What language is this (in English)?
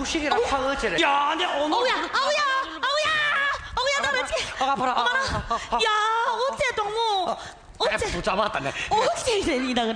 Korean